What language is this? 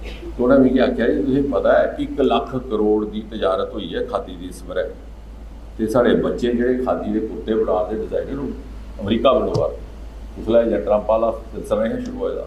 Dogri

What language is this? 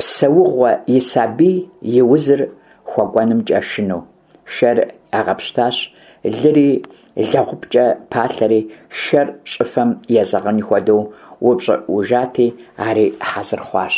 Kabardian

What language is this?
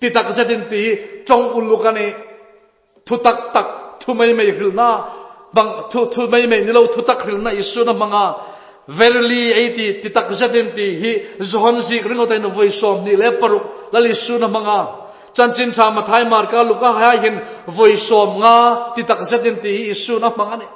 Hmar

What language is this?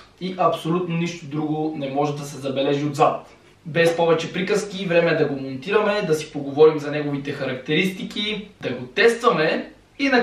Bulgarian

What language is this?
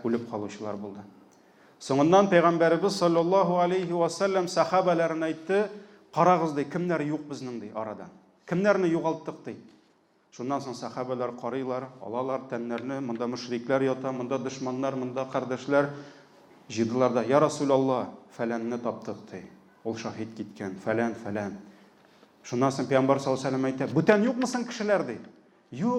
Tatar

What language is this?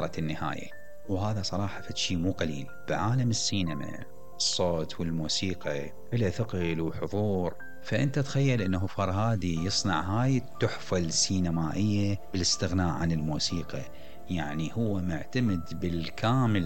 Mesopotamian Arabic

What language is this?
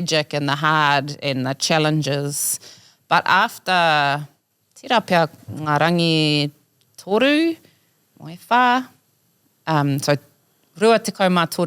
Māori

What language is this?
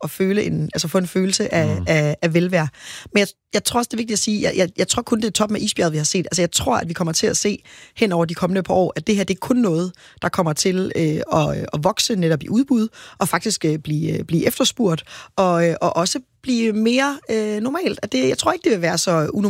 Danish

